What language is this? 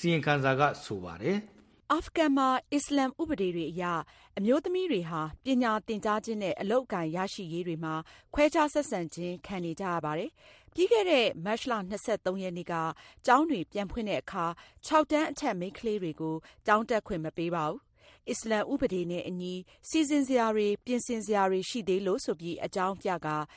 Burmese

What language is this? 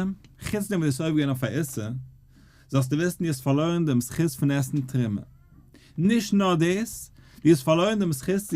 Yiddish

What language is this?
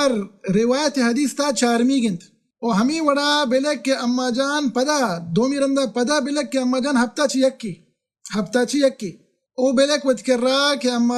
Baluchi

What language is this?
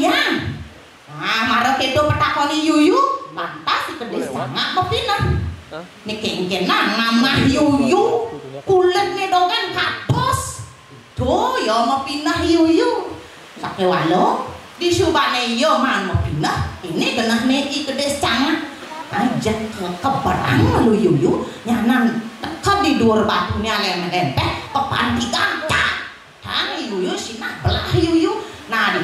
Balinese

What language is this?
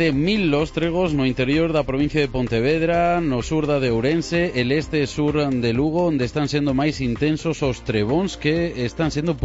Galician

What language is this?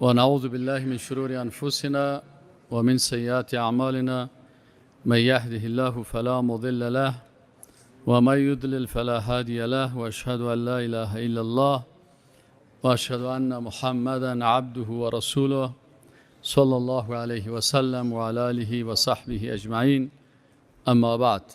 Persian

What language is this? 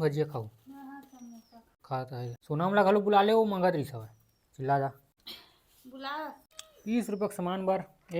Chhattisgarhi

